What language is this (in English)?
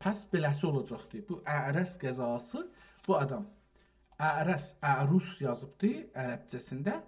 South Azerbaijani